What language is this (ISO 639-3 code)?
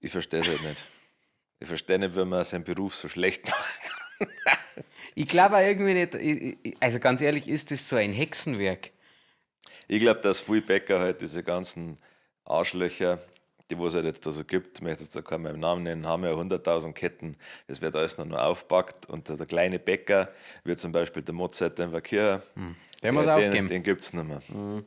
bar